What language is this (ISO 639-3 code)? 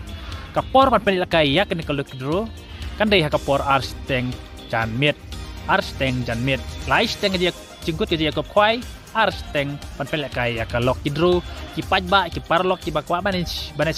kha